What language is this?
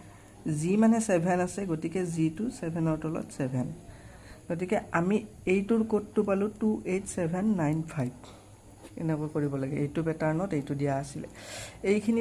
Assamese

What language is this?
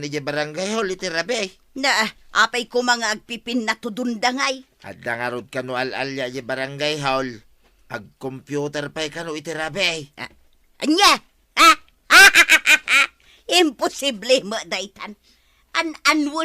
Iloko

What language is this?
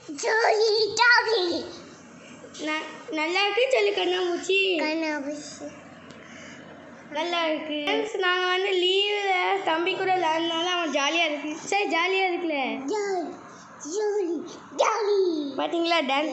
Tamil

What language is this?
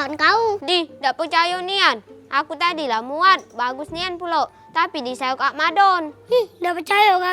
Musi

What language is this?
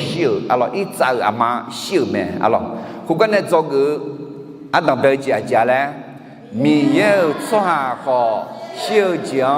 Akha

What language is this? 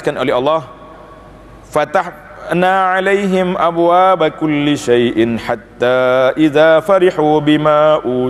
Malay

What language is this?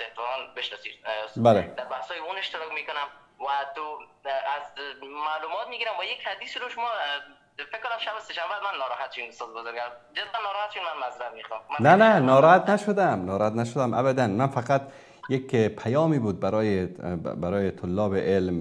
Persian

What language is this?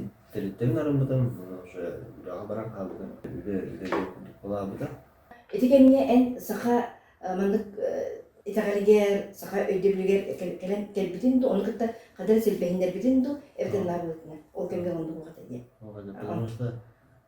Yakut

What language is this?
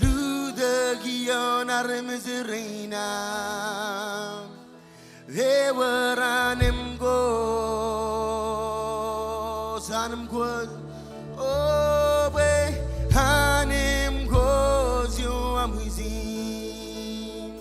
Marshallese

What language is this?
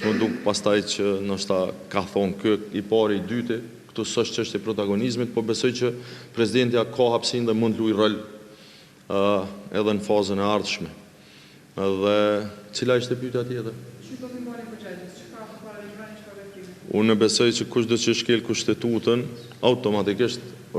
Albanian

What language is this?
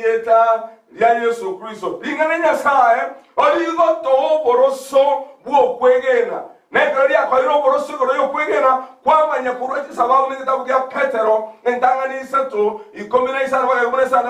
Gusii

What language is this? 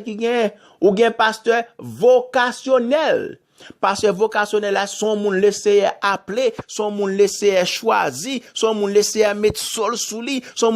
Haitian Creole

